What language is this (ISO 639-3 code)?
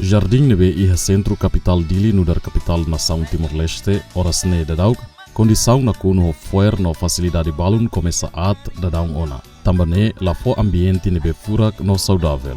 tet